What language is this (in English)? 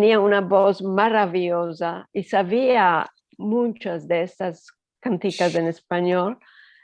Ladino